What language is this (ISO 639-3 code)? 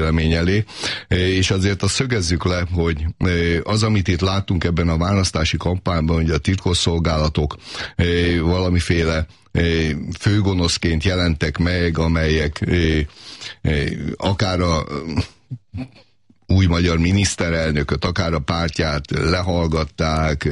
hun